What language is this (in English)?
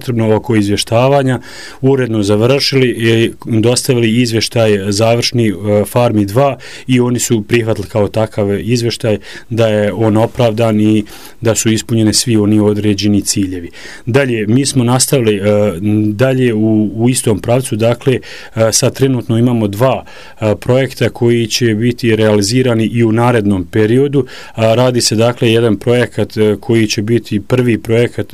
Croatian